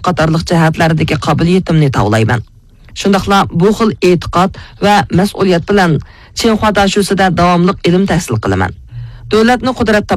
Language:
Uyghur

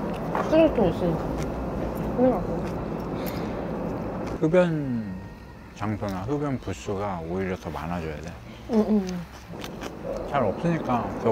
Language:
Korean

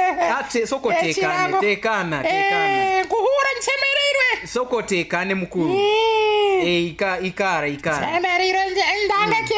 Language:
Nyoro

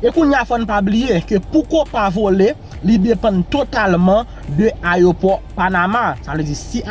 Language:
Haitian Creole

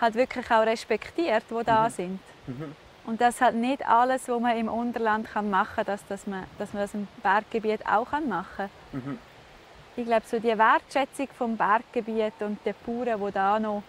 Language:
Swiss German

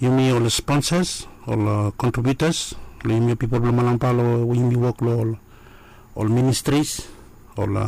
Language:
Bislama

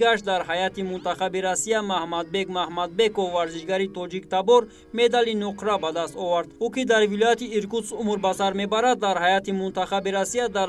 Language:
Tajik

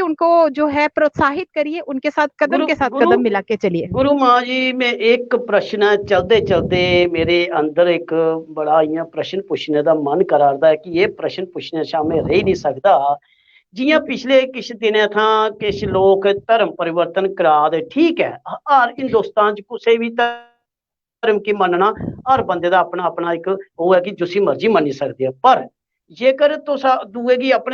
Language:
Dogri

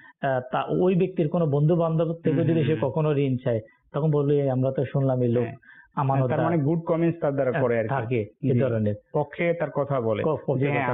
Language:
Bangla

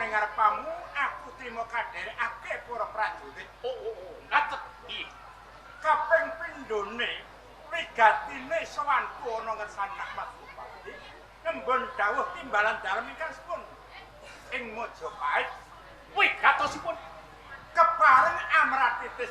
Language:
Javanese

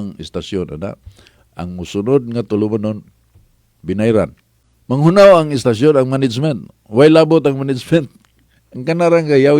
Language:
Cebuano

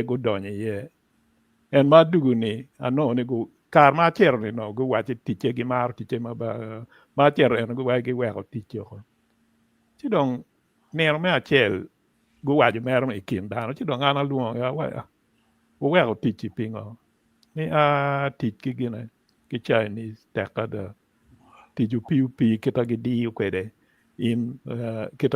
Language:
Acoli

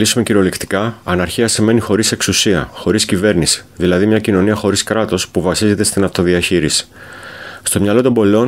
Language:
Greek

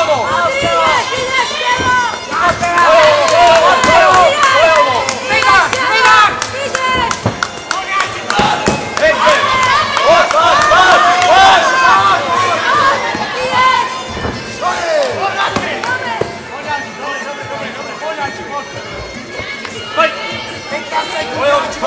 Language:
Slovak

